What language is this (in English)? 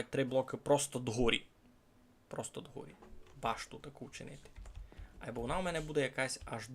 Rusyn